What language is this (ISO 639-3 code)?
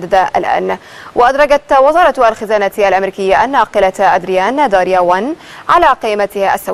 ara